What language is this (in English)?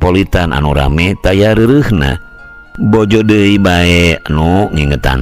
Sundanese